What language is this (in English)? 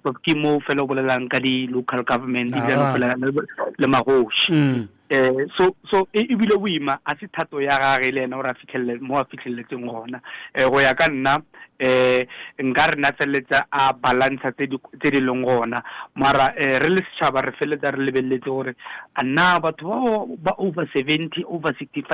Northern Sotho